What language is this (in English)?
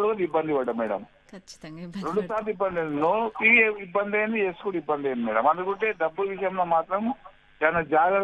Telugu